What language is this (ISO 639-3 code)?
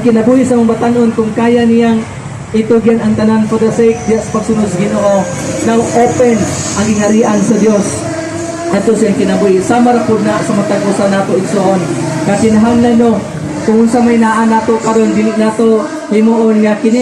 ceb